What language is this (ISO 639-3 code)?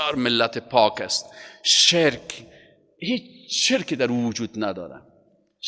fas